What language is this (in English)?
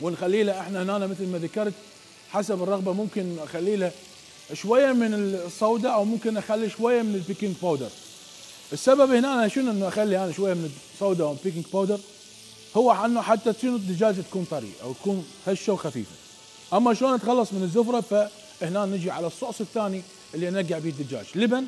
Mesopotamian Arabic